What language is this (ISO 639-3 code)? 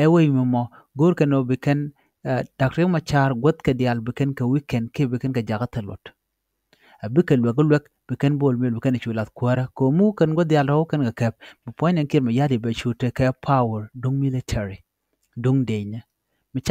nus